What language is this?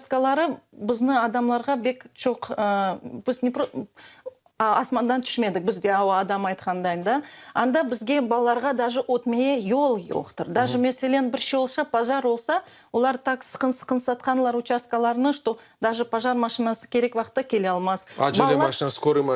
Crimean Tatar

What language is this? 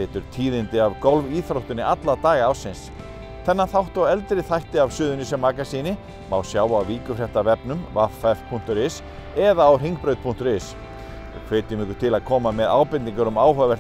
Icelandic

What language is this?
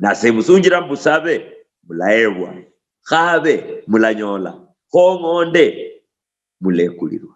Luyia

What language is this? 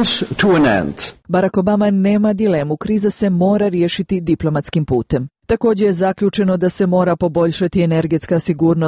Croatian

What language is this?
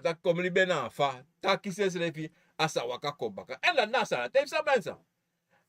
Sranan Tongo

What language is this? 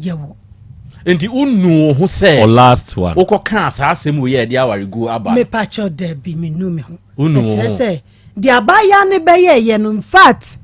Akan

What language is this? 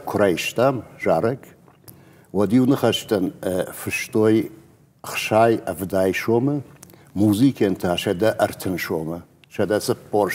Ossetic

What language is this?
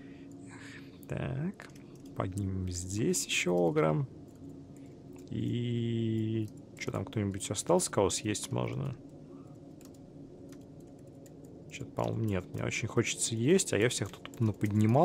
Russian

